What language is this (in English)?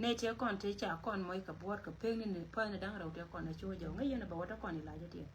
Nuer